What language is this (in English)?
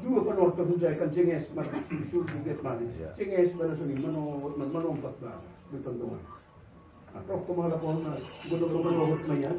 Batak Simalungun